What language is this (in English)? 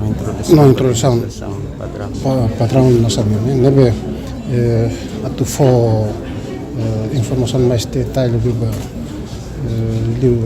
Tetum